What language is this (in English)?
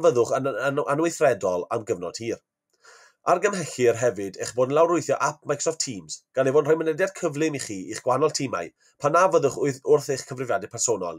Welsh